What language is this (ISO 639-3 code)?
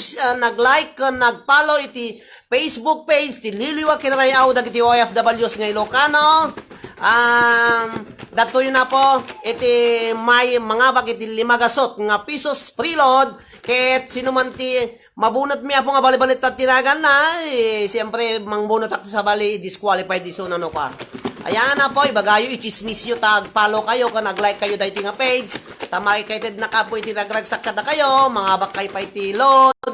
ilo